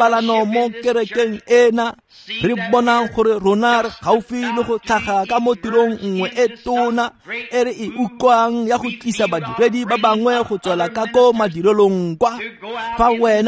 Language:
Tswana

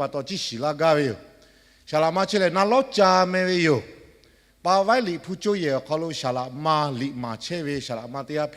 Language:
Lahu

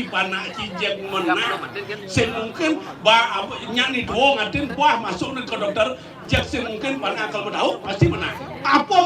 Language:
Balinese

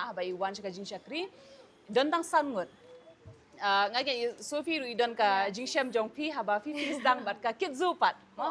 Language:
Khasi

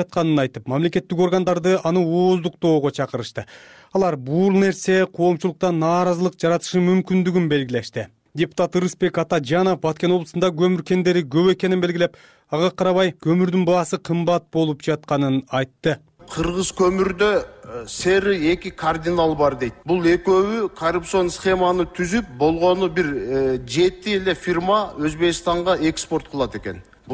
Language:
Kyrgyz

